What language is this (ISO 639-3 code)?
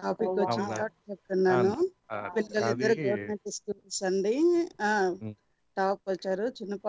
tel